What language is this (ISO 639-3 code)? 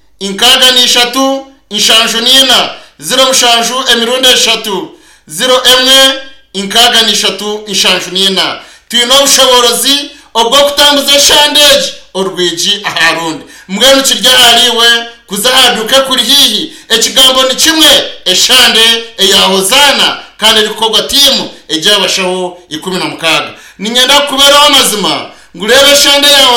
nyn